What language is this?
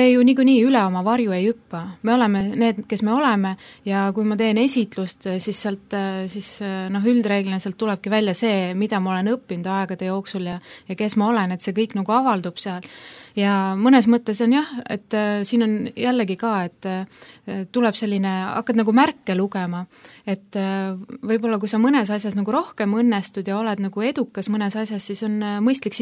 Estonian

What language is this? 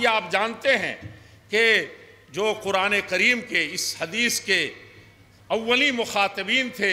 Urdu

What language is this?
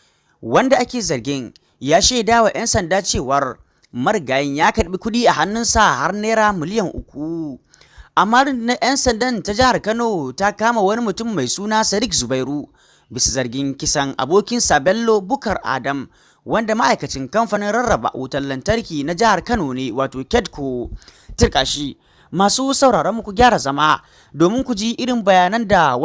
Hausa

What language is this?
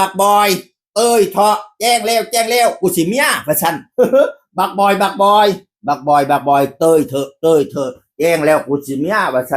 Northeastern Thai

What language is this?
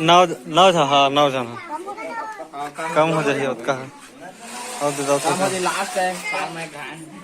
Chhattisgarhi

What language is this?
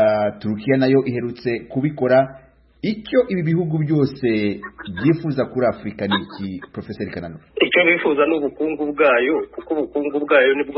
Kinyarwanda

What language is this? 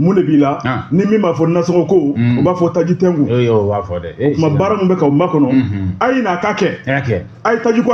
Bambara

